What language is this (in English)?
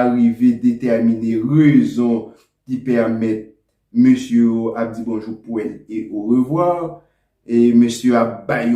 Haitian Creole